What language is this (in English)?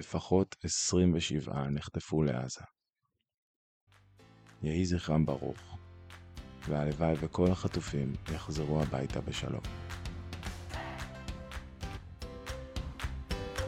Hebrew